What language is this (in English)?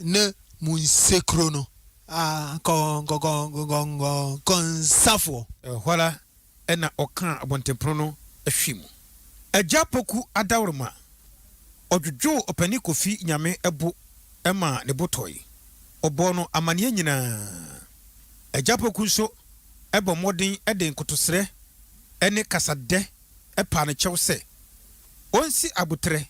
Akan